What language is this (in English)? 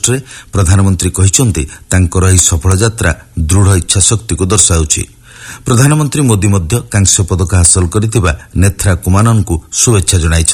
Odia